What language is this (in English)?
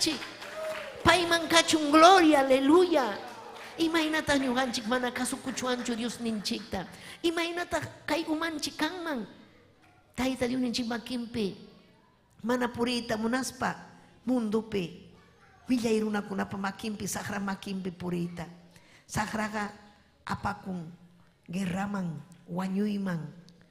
Ayacucho Quechua